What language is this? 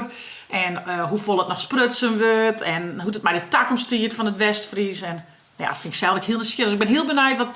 Western Frisian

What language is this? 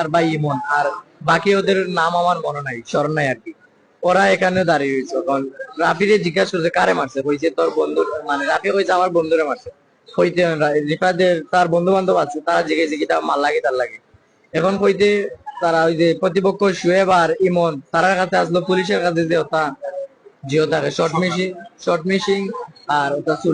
Sylheti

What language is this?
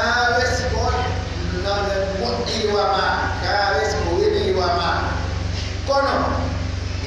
Pular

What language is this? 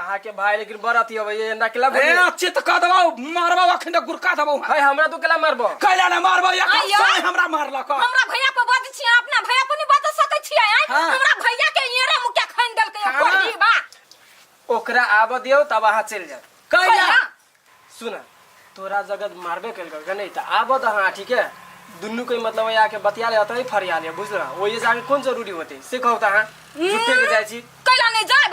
Maithili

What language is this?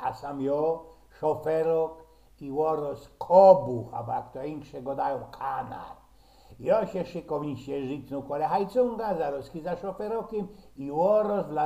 Silesian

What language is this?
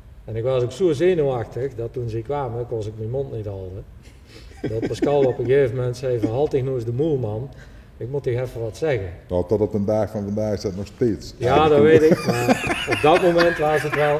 Limburgish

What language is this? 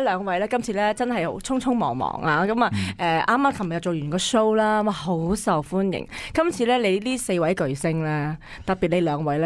Cantonese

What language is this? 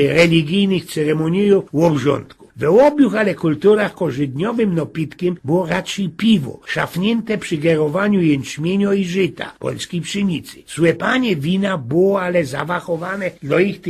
Silesian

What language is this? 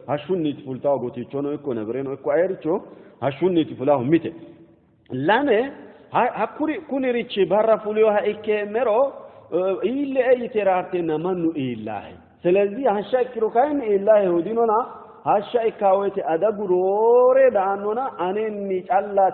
Sidamo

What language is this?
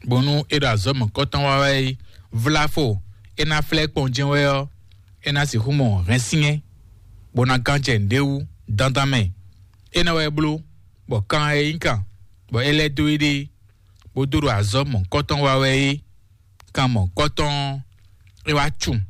Fon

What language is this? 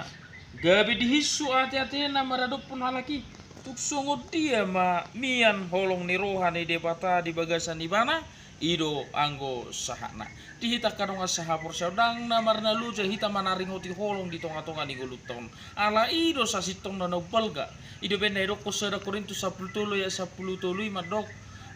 Batak Toba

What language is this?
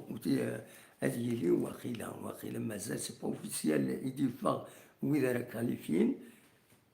Kabyle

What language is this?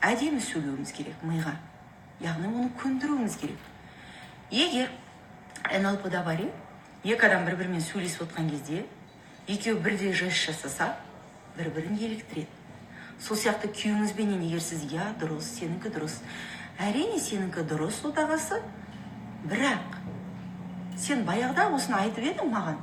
Kazakh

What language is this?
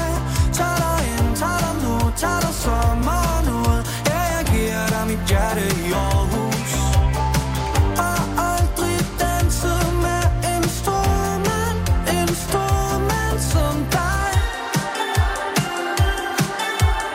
Danish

